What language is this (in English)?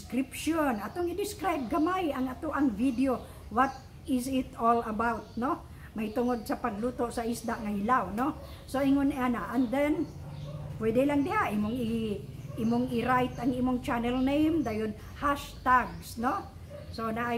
Cebuano